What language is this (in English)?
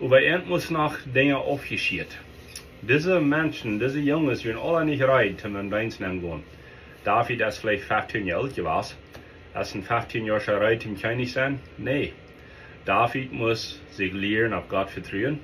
Plautdietsch